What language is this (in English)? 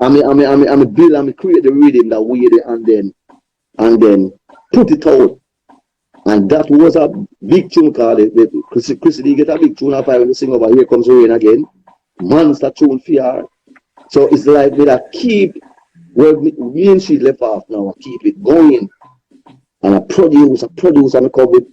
Jamaican Creole English